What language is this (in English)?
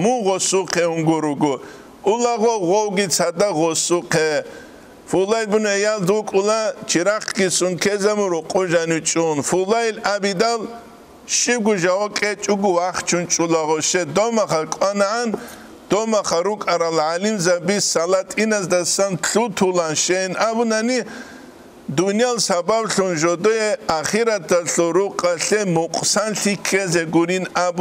Avaric